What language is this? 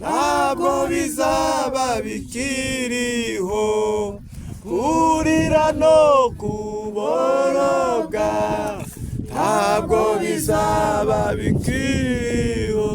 Kinyarwanda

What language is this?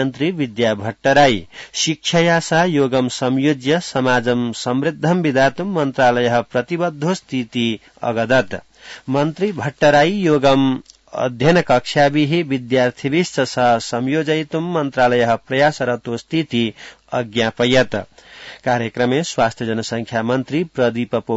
Sanskrit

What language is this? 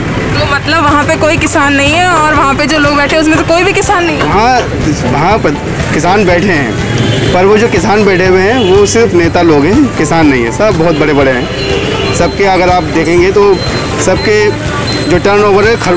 Hindi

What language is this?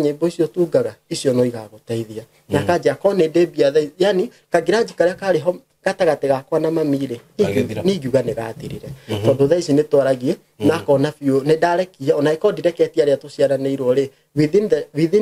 Kikuyu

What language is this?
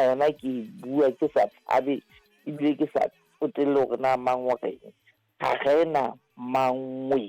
Southern Sotho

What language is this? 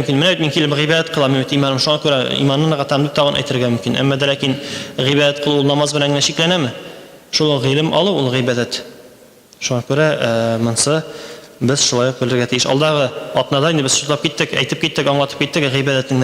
Tatar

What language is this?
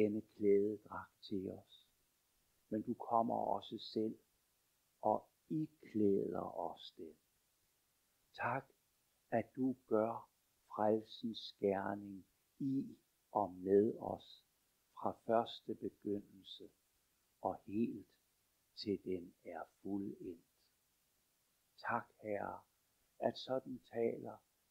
Danish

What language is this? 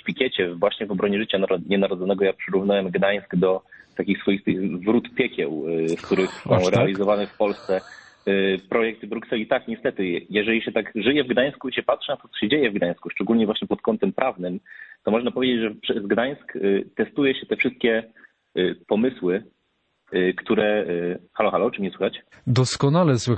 Polish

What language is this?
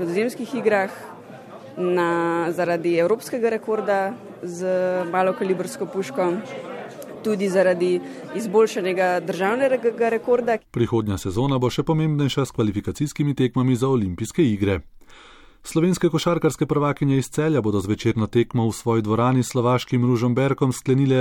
Slovenian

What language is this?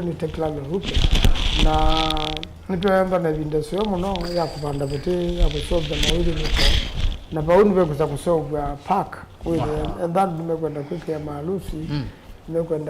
Kamba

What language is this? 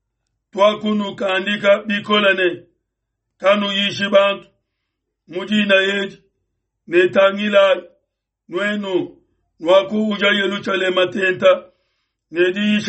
Luba-Lulua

